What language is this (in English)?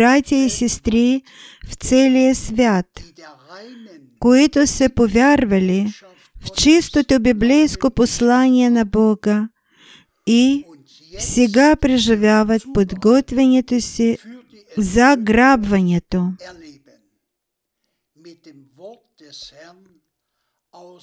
Bulgarian